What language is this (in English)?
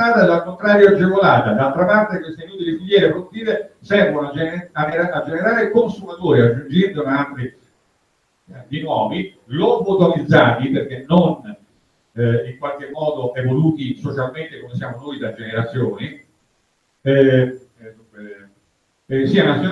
Italian